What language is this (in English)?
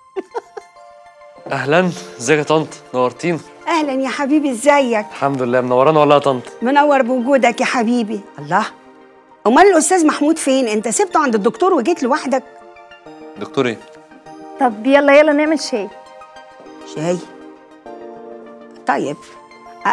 Egyptian Arabic